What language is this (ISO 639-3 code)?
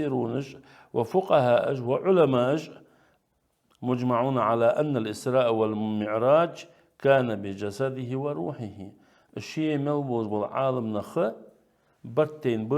inh